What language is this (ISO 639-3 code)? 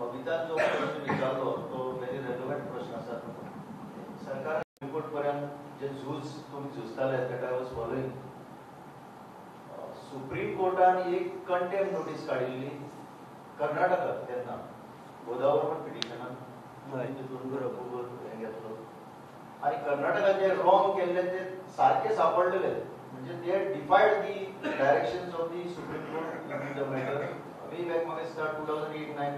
kok